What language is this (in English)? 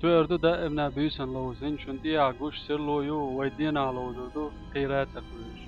Chechen